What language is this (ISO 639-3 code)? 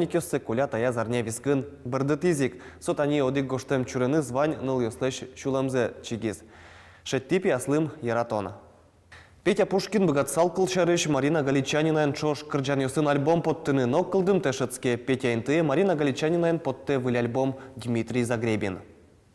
udm